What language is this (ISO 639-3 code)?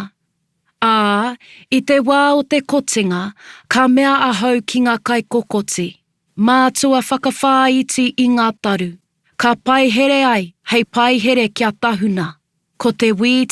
mri